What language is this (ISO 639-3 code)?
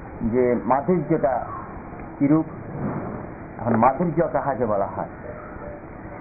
ben